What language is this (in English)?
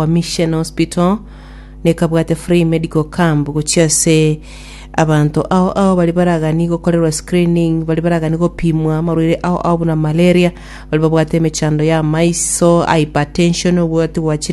Gusii